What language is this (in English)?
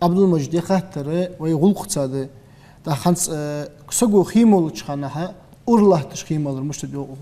Ingush